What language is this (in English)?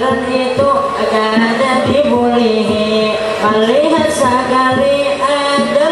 Banjar